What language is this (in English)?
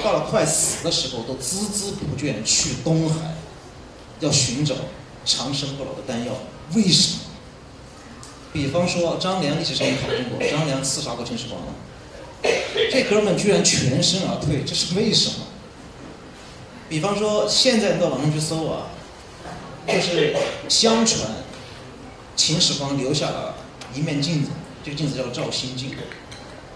Chinese